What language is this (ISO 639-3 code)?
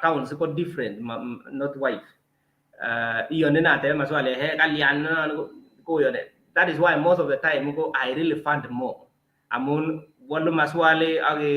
kln